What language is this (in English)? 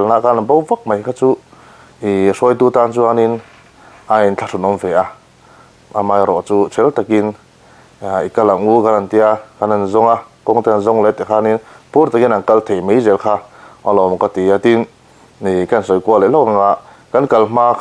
Mizo